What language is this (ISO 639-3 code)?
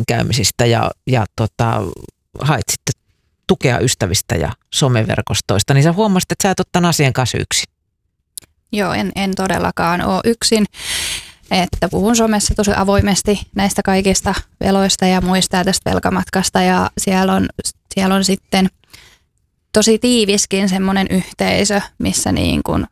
fin